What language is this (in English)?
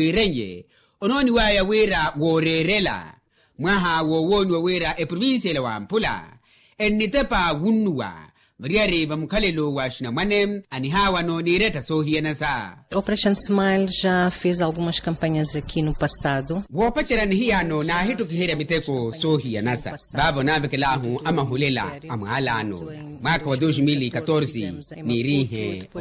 Makhuwa